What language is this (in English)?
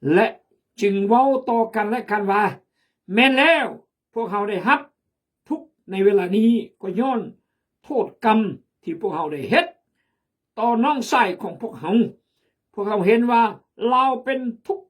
Khmu